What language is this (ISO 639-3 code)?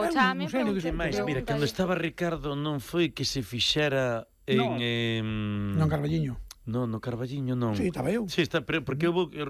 glg